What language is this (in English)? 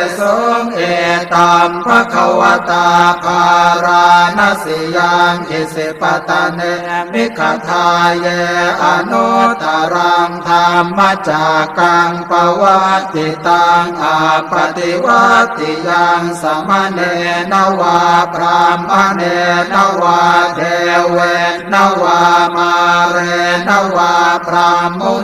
Pali